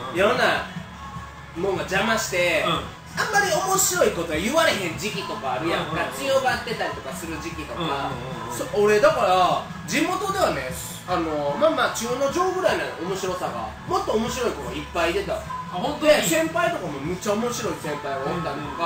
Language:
Japanese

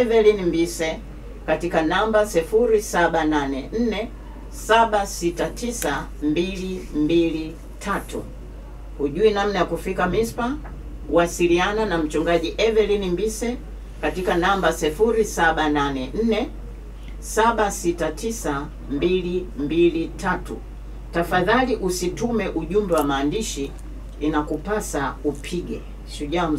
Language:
Swahili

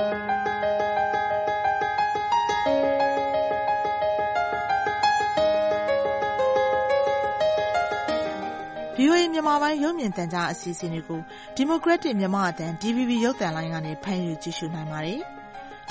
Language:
Burmese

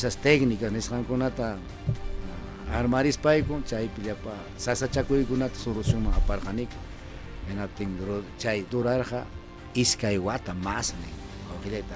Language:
Ayacucho Quechua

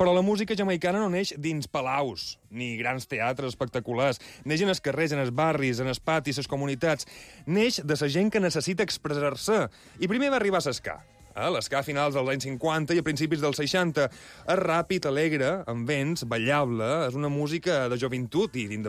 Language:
Catalan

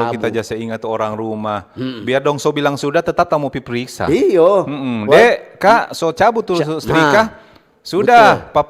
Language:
Manado Malay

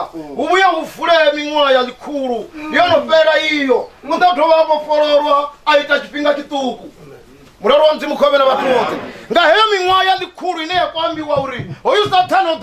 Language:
Venda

